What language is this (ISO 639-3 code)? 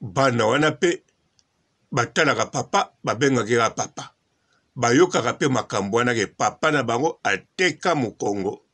lin